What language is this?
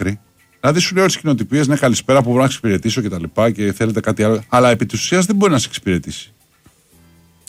Greek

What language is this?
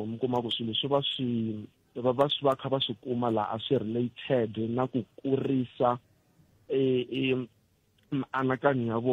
Tsonga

